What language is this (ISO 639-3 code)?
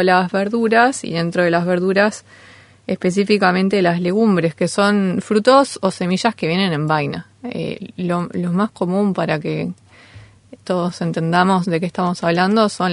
spa